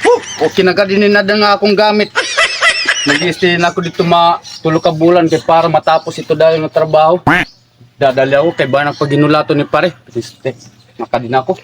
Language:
Waray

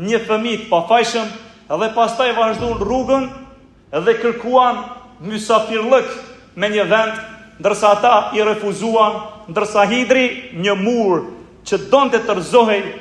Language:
Albanian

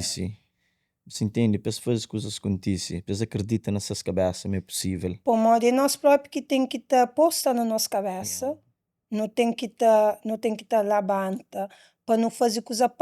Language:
Kabuverdianu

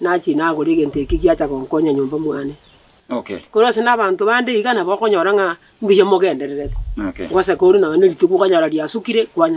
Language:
Gusii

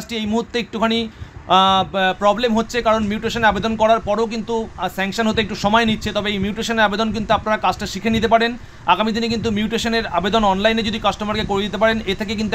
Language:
Bangla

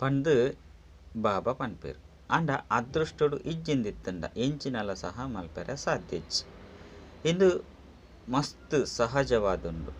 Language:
Tulu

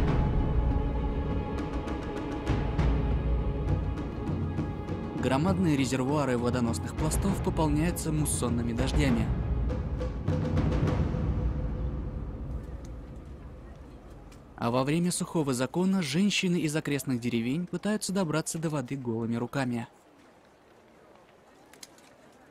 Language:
Russian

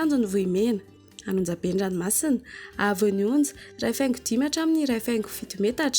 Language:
Malagasy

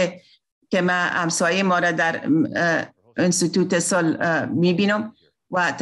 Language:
Persian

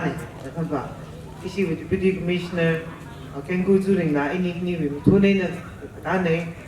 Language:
Tangkhul Naga (India)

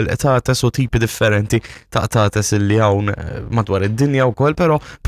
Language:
Maltese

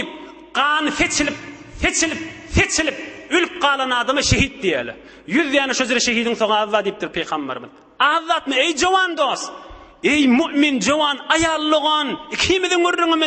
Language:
Turkmen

